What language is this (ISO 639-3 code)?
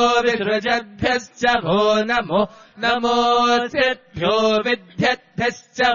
san